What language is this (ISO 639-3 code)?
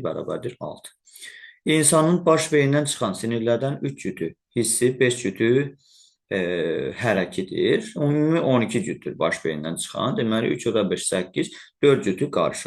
aze